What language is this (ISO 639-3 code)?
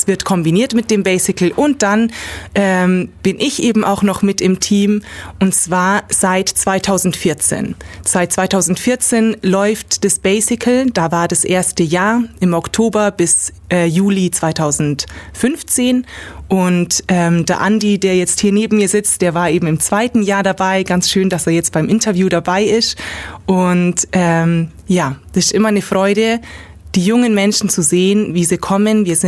deu